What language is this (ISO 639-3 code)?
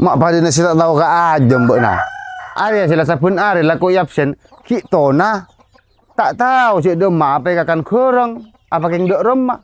mad